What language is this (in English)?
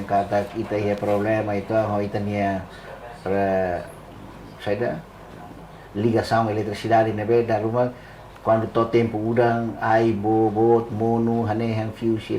Tetum